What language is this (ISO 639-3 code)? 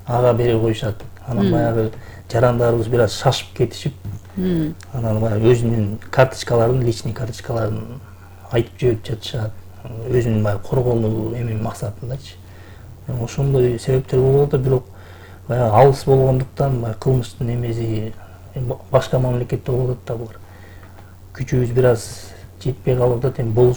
kir